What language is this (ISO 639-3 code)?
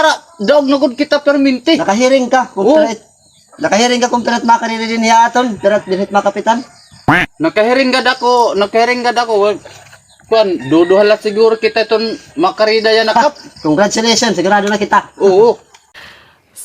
war